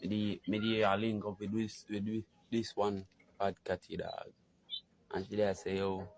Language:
Jamaican Creole English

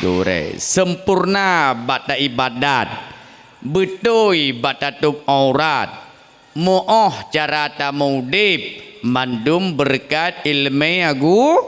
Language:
Achinese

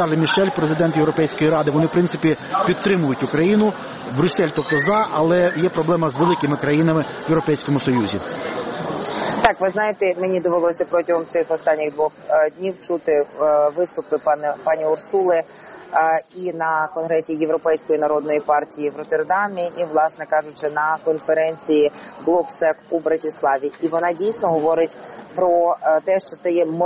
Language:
Ukrainian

